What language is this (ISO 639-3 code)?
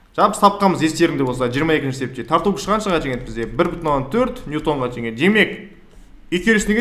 kaz